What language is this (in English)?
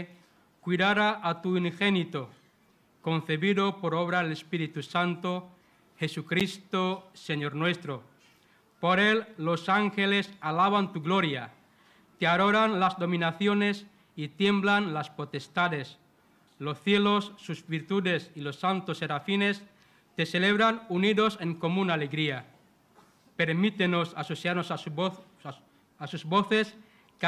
Spanish